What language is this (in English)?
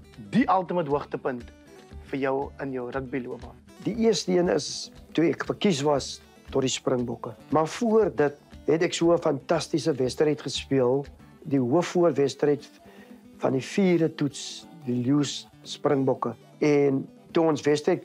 Afrikaans